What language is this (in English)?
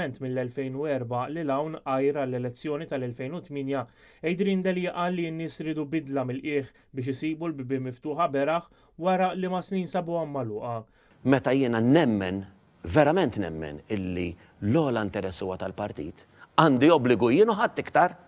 Maltese